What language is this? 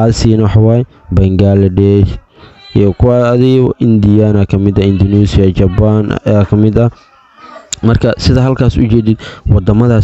Somali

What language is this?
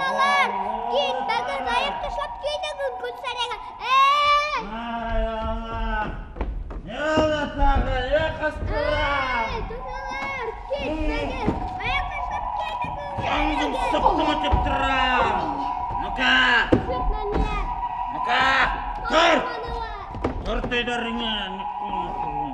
Bashkir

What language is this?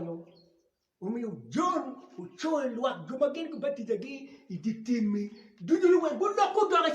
Acoli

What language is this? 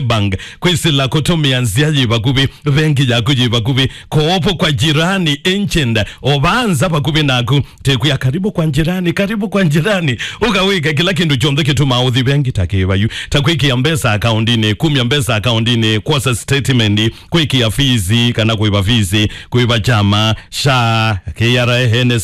Kamba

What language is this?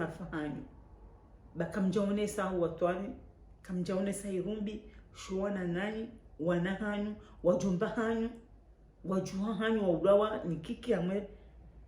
Ngazidja Comorian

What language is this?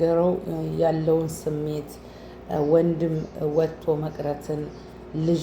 Amharic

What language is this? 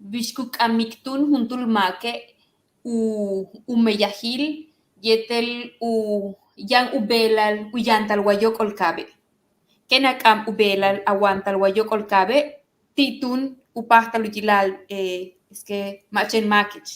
Yucateco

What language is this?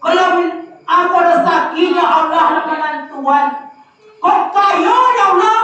Minangkabau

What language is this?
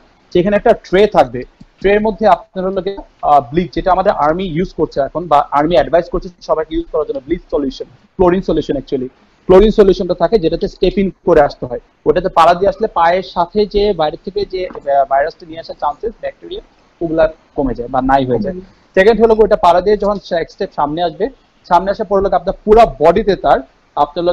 Bangla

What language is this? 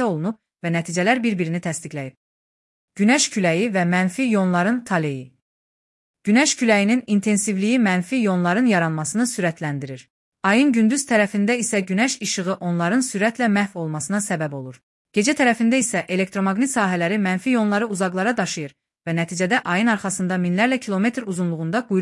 Azerbaijani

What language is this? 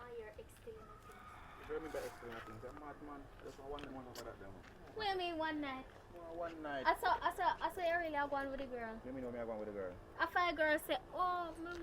Jamaican Creole English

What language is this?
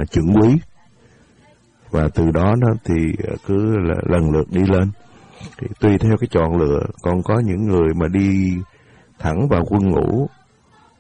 Vietnamese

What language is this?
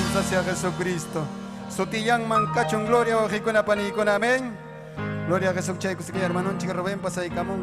Ayacucho Quechua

